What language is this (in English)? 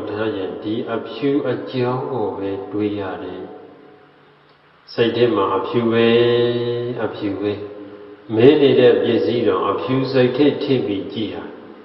Burmese